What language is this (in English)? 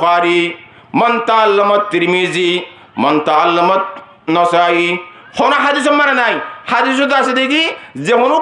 Rohingya